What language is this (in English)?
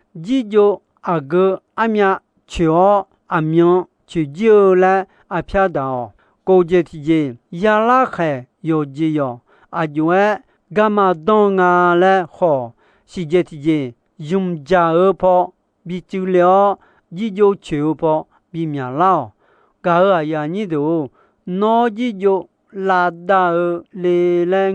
Akha